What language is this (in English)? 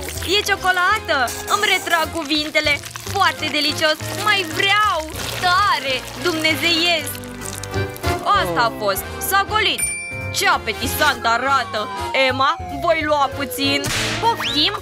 Romanian